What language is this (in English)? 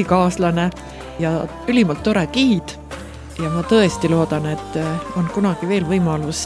Estonian